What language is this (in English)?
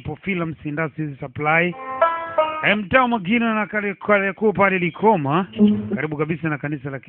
Swahili